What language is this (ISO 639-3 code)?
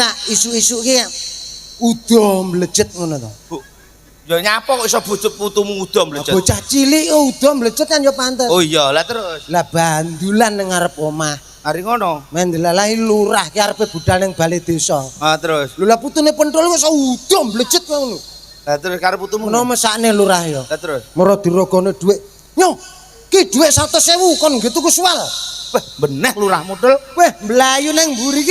jav